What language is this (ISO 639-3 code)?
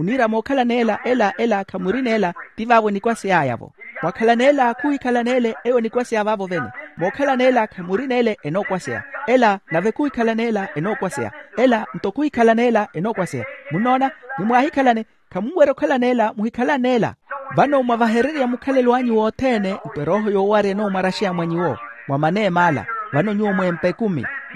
vmw